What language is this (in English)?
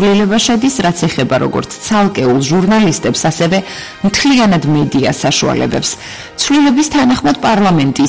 Georgian